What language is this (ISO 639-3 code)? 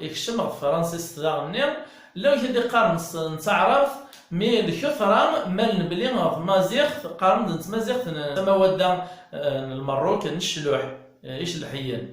kab